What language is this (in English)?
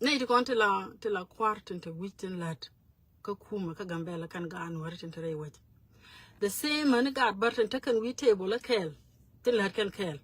Nuer